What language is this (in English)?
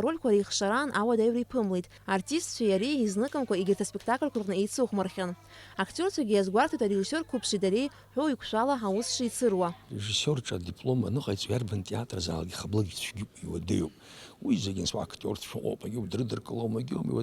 Abkhazian